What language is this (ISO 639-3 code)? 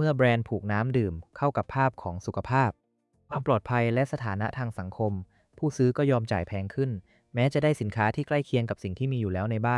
tha